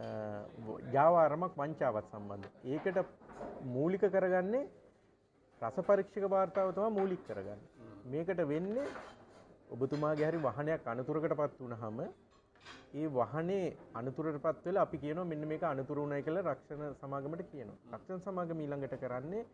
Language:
Sinhala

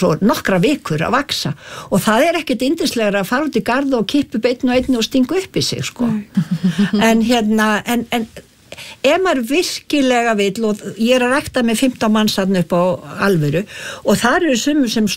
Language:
Icelandic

